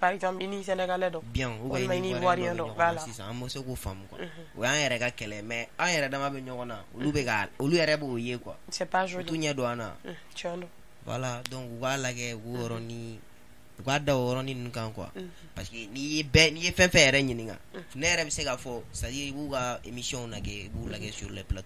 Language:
Bambara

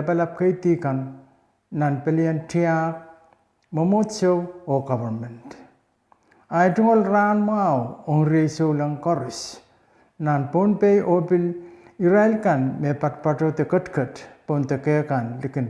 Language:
Pohnpeian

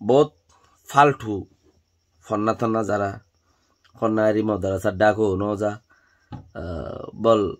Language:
Rohingya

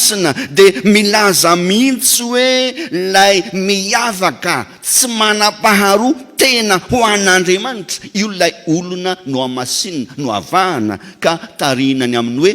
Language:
Malagasy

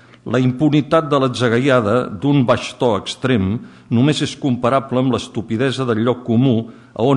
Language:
Catalan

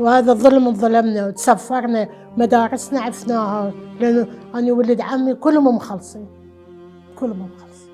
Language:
Mesopotamian Arabic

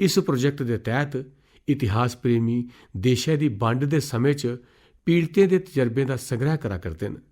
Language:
Dogri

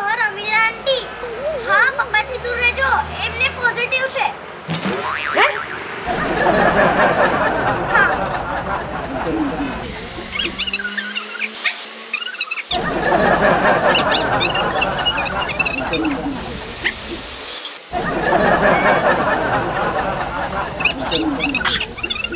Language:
Gujarati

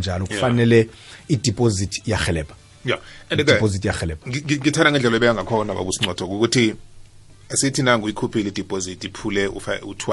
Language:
South Ndebele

